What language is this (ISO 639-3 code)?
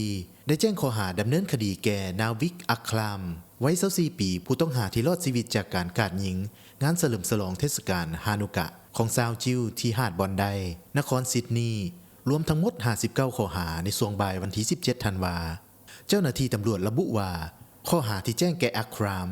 lao